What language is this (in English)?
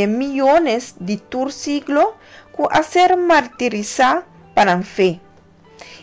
Papiamento